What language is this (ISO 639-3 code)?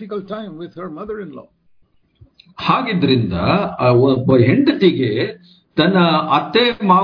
kan